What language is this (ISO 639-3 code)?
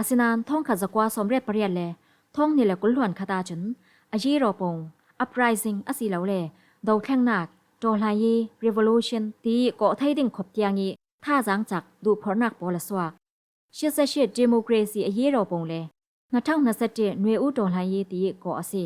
cfm